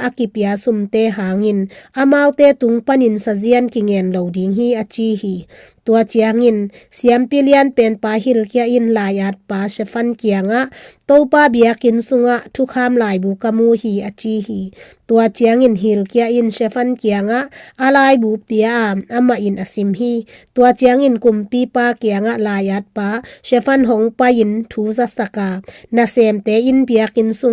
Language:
Tedim Chin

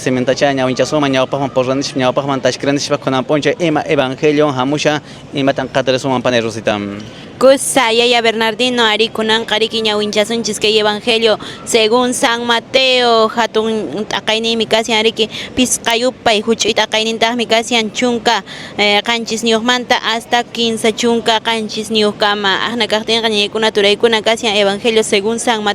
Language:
Quechua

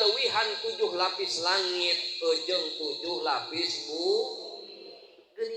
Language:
Sundanese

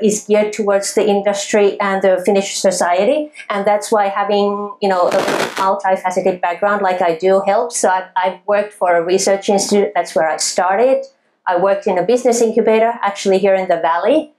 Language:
English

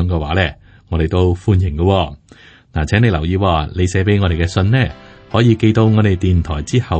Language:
Cantonese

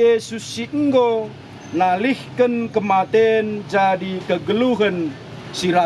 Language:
Batak Karo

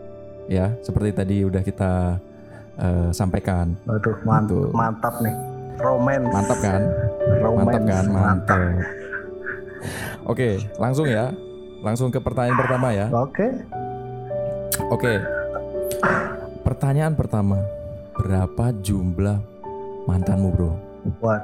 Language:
Indonesian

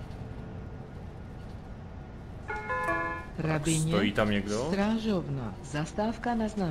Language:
Czech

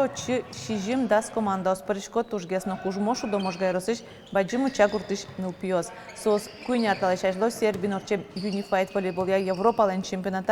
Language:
Udmurt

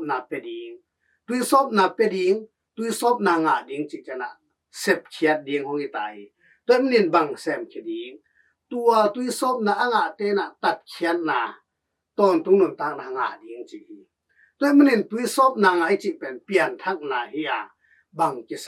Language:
Tedim Chin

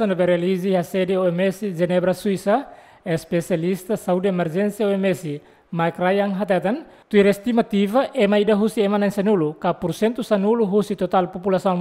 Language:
Tetum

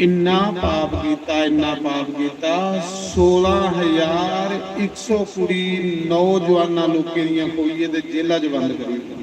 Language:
Dogri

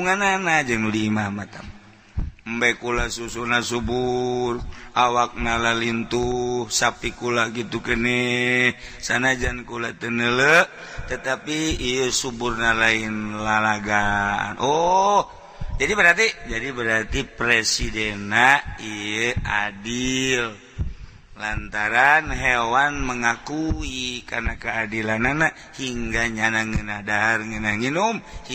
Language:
Sundanese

